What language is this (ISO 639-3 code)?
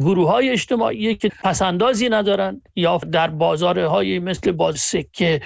fas